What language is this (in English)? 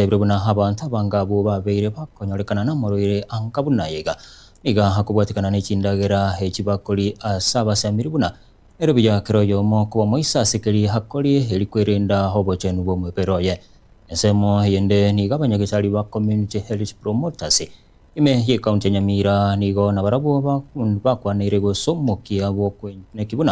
Gusii